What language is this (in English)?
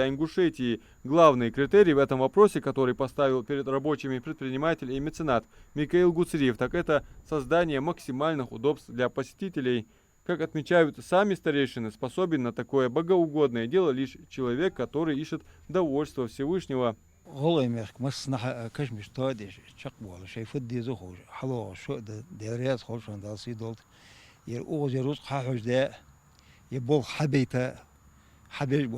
Ingush